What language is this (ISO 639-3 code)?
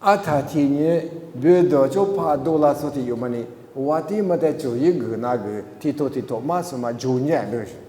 lis